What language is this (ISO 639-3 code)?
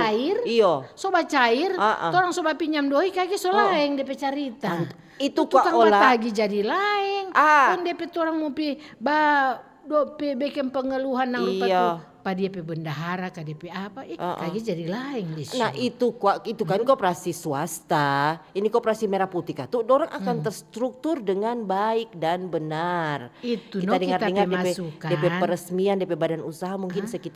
xmm